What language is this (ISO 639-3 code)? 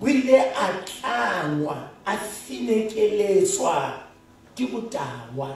sot